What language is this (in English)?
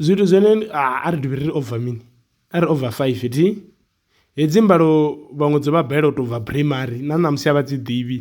Venda